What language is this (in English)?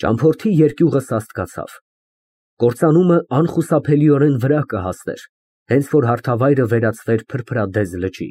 Armenian